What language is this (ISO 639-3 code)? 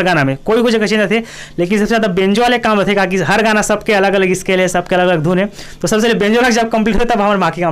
hne